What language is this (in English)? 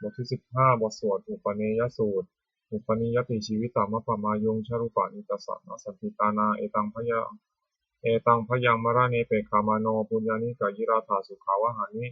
Pali